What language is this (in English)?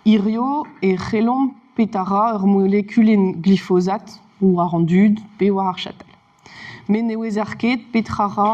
Breton